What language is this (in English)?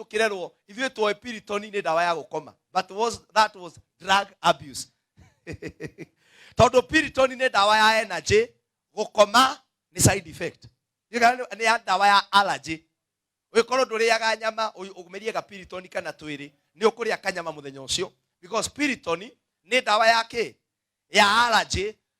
Kikuyu